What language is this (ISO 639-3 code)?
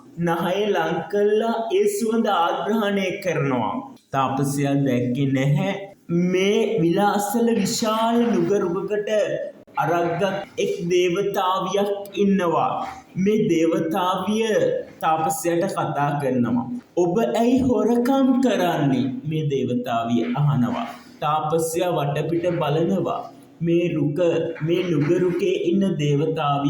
sin